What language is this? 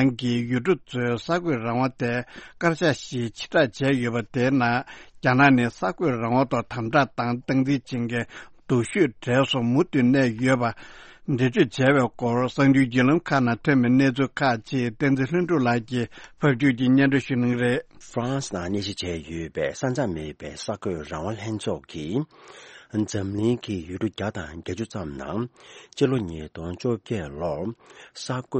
Tibetan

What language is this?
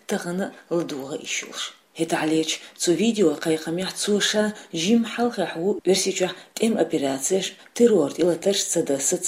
Chechen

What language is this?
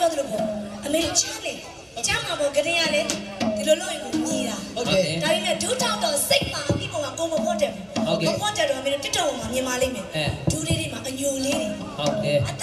Burmese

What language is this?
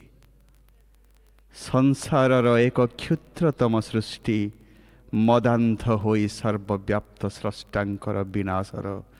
Odia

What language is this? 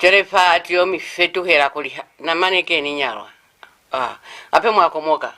Lozi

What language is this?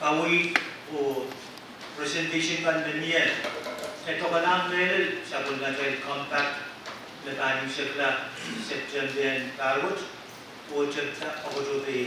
Pohnpeian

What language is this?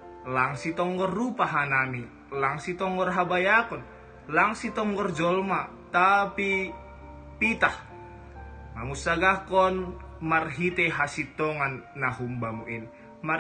Batak Simalungun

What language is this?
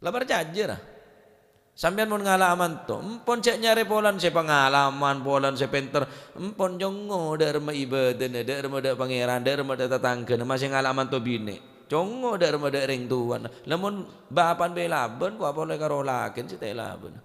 Madurese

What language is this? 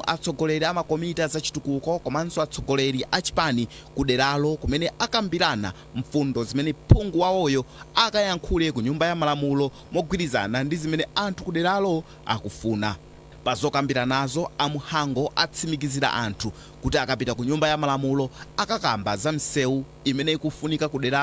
Nyanja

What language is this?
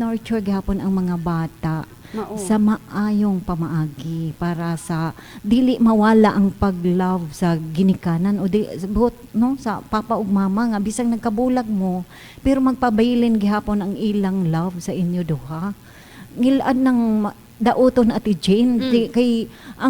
Cebuano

